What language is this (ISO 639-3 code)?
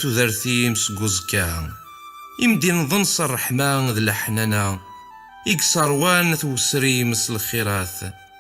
kab